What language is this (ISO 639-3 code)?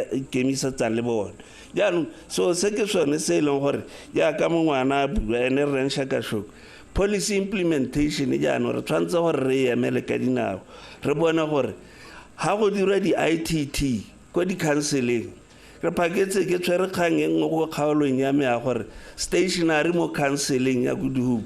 tsn